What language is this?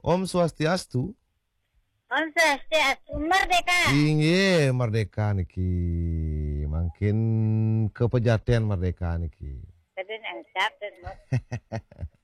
Balinese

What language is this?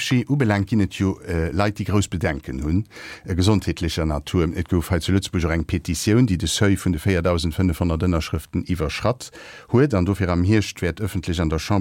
Luxembourgish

